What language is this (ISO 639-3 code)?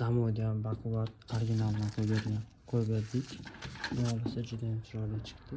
uzb